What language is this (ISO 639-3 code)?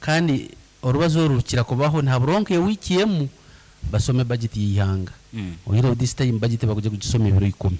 nyn